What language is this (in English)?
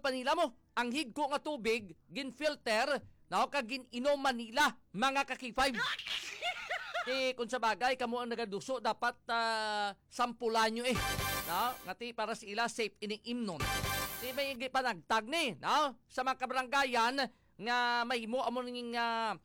Hiligaynon